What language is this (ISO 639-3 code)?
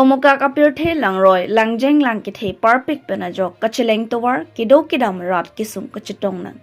mjw